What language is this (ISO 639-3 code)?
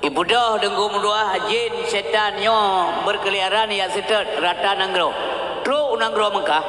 ace